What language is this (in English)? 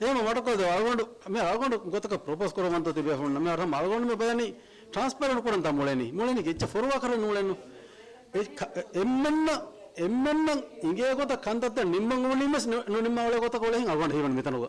Divehi